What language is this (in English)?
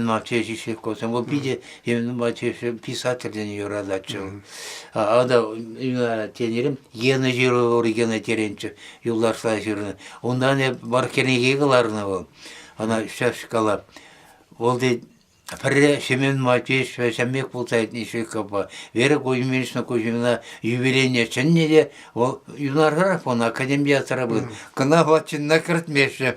Chuvash